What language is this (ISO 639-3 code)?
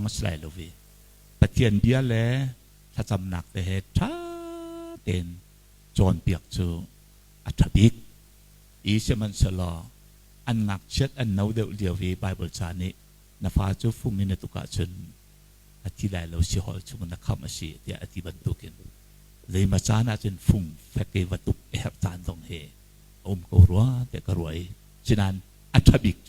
cnh